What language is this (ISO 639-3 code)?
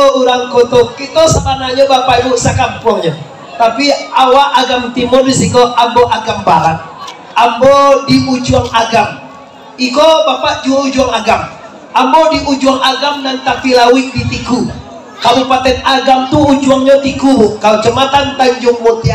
min